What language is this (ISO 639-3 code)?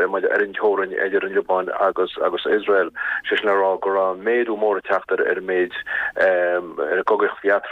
gle